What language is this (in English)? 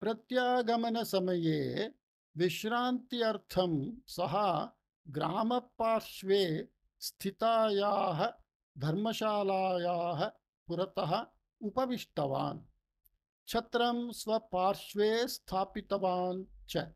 Sanskrit